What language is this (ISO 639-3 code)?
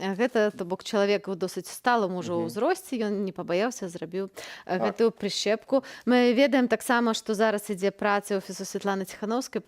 bel